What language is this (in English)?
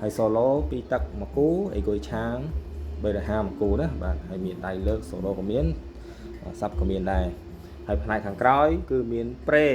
Khmer